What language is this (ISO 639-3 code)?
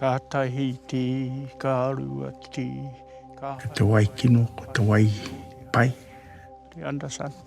mri